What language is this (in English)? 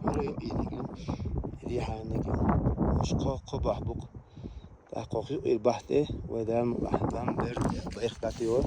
Chechen